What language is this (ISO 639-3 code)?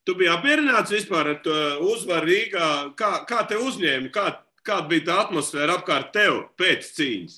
lav